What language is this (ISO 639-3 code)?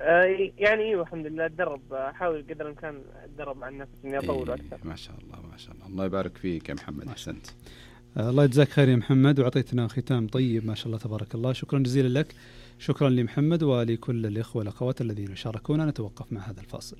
ars